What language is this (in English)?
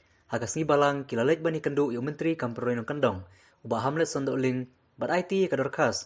Khasi